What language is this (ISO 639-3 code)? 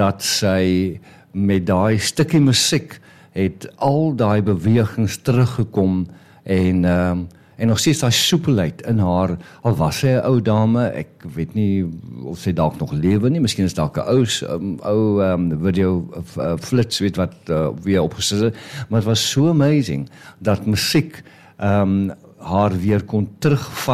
afr